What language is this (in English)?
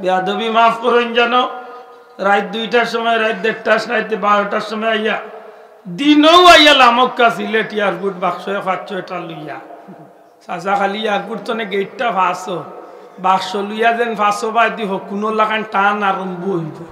Sylheti